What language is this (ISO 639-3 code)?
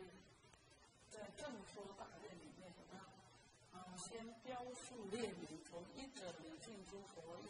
zho